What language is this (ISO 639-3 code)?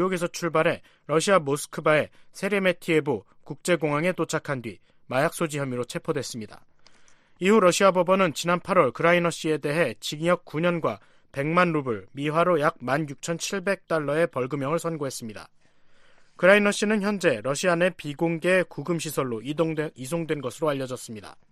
kor